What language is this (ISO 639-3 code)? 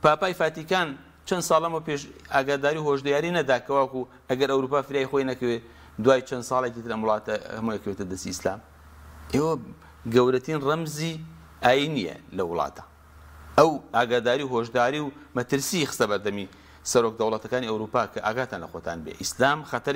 ckb